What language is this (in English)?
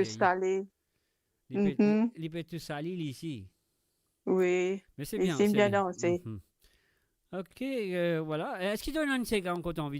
Morisyen